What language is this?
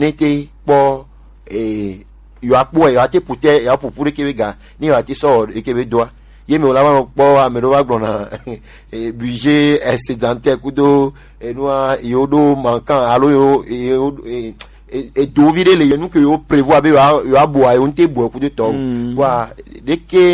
Gen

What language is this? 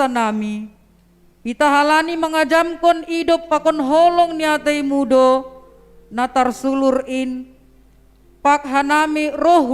Batak Simalungun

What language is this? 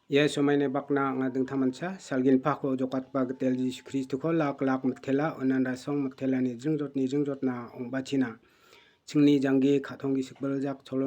Garo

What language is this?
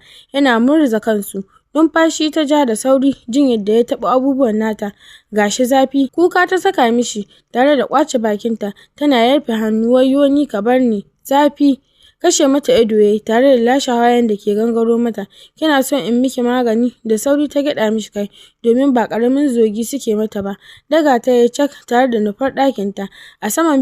Hausa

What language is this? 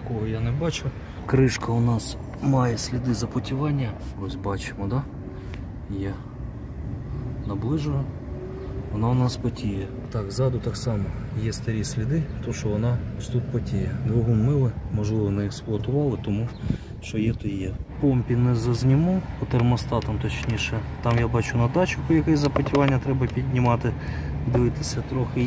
Ukrainian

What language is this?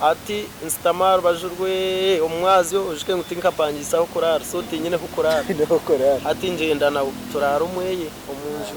Nyankole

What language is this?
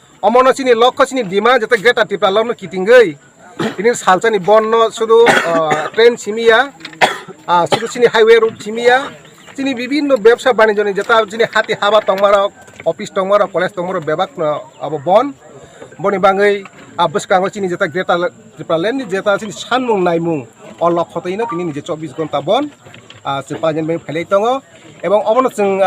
Kok Borok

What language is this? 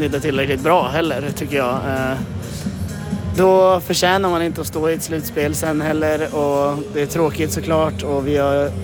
Swedish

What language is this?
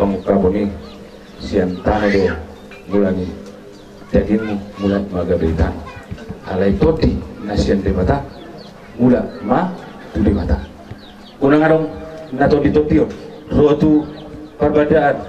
Batak Toba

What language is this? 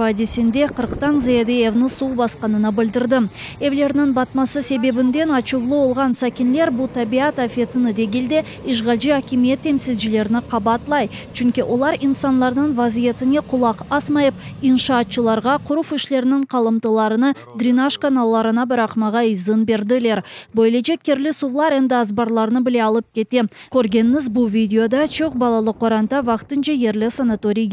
Crimean Tatar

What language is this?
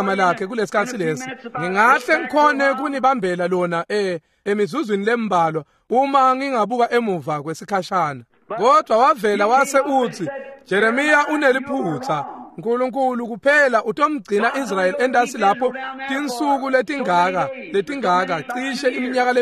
Swati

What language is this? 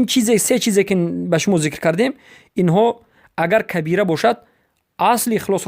Persian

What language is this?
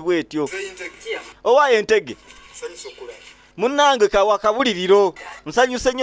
Ganda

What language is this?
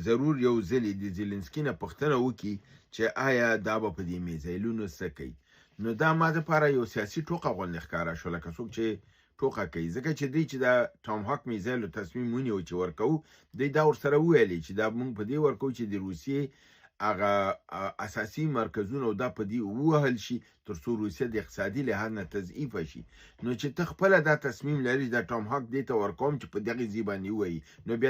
Pashto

